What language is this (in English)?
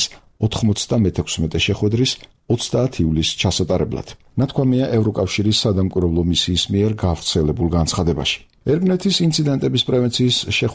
Georgian